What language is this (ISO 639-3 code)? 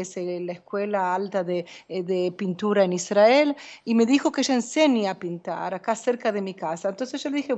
spa